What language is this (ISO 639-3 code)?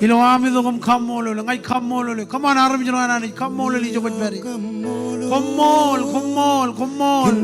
mah